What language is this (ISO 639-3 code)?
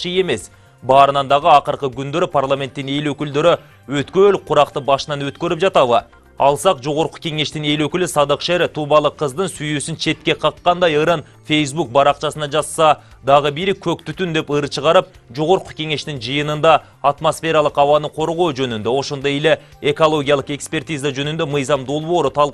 kir